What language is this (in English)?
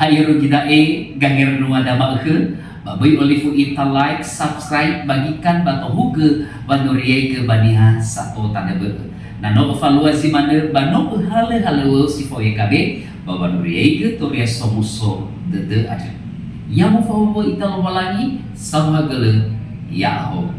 Nias